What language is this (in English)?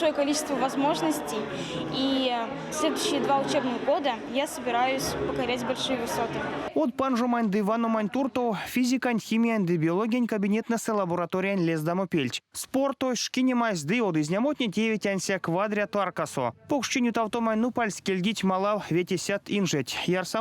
Erzya